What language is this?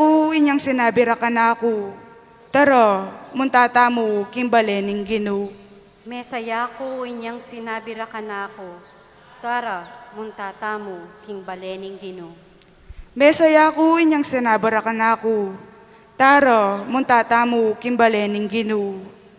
Pampanga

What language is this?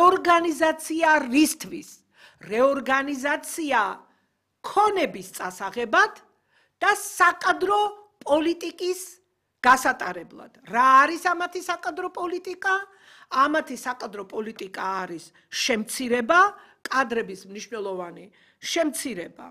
Georgian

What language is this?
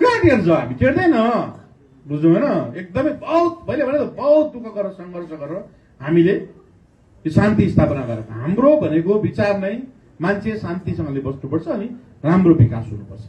Nepali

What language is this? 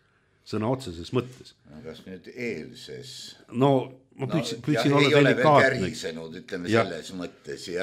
Estonian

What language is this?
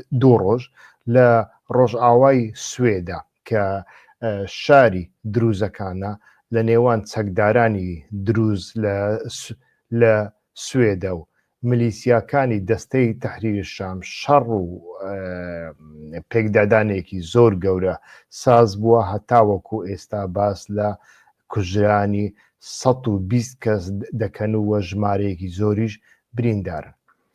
Central Kurdish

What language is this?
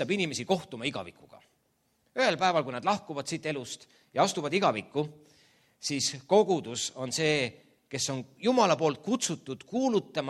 Estonian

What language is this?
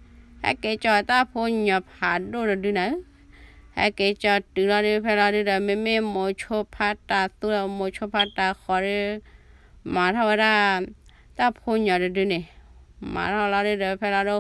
S'gaw Karen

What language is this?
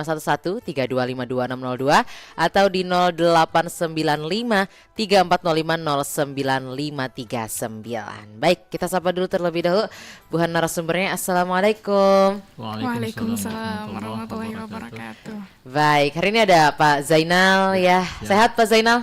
Banjar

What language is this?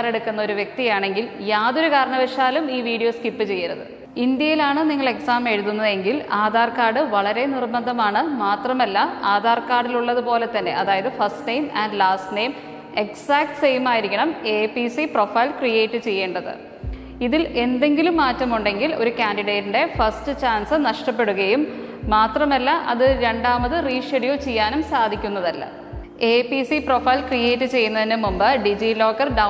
Malayalam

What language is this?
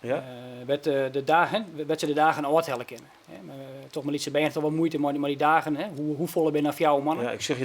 Western Frisian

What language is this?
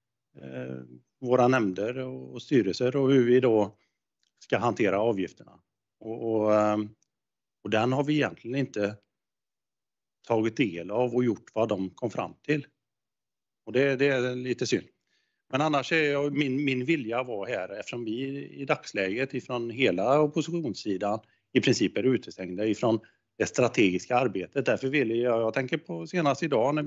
Swedish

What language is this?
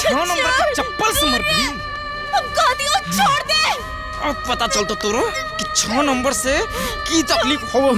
Magahi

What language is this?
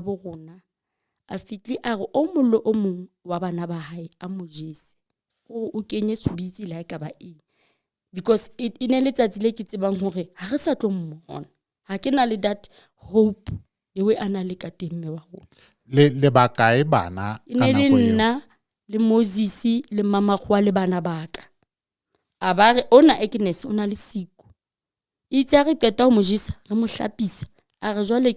Southern Sotho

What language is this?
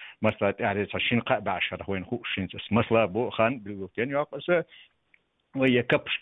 Chechen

